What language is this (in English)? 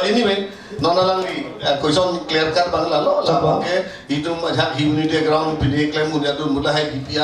Karbi